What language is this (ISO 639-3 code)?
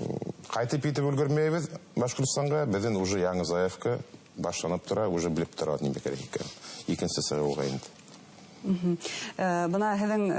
bak